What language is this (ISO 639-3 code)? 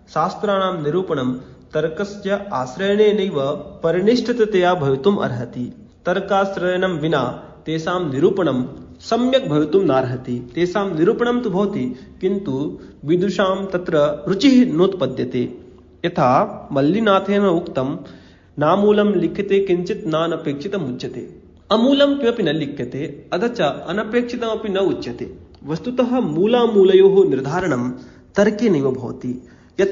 san